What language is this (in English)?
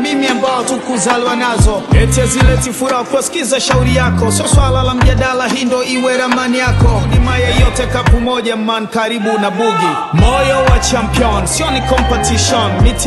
Swahili